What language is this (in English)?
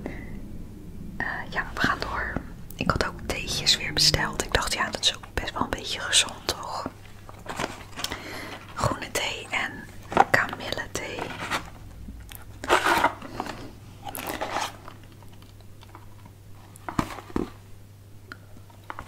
Dutch